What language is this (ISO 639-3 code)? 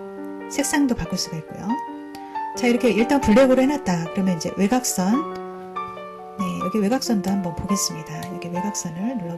kor